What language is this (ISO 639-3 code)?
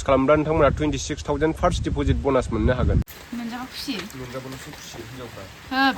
brx